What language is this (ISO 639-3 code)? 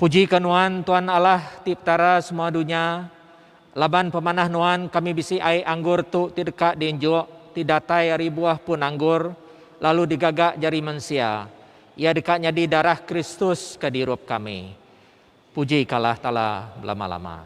iba